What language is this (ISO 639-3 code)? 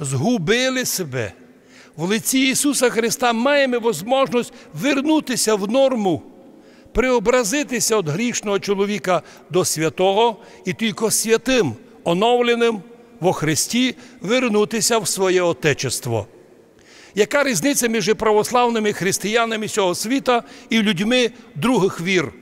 rue